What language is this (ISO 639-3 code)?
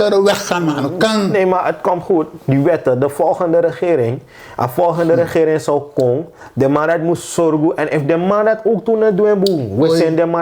srn